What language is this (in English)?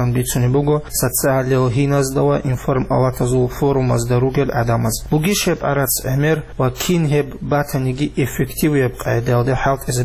Avaric